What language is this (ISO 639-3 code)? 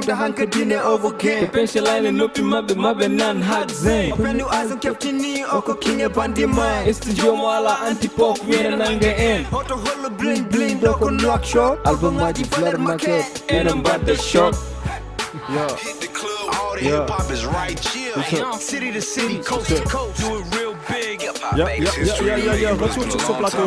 ful